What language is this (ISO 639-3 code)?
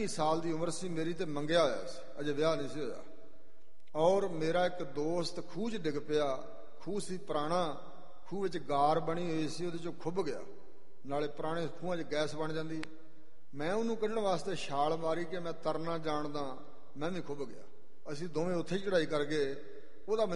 pan